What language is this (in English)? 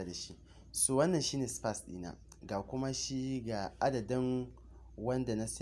Hausa